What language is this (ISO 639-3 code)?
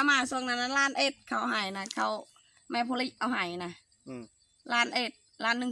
tts